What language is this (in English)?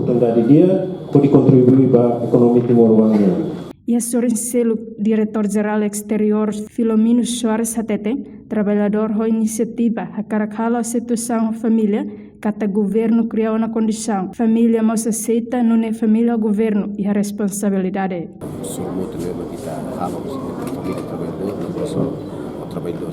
Tetum